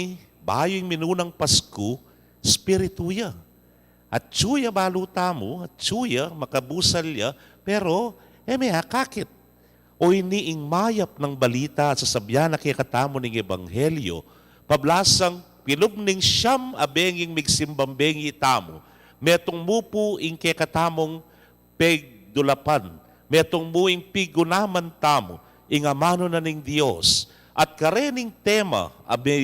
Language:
Pampanga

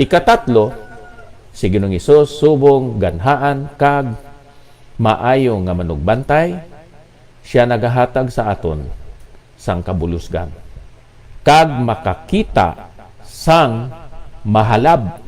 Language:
Hiligaynon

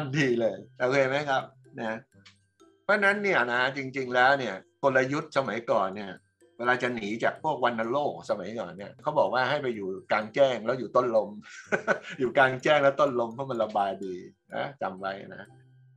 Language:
Thai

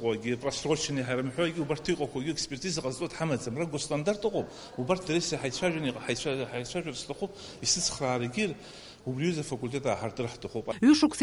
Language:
Abkhazian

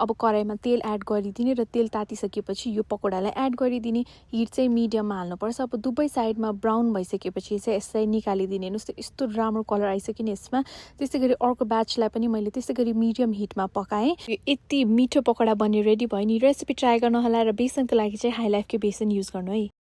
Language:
Nepali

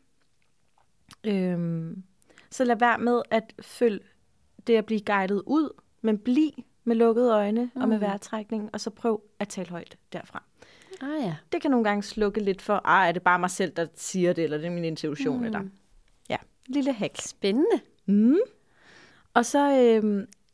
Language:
Danish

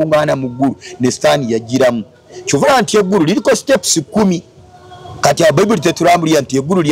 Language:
Ganda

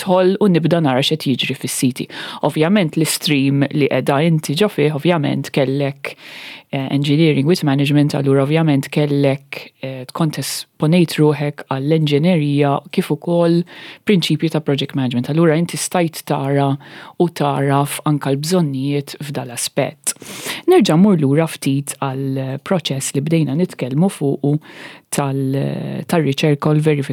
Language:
Maltese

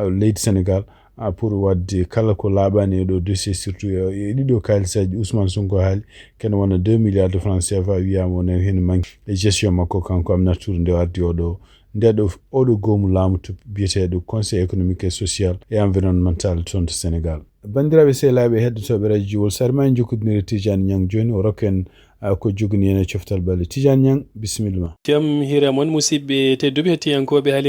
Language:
Fula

